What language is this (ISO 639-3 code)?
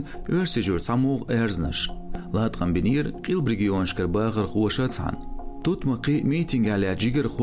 che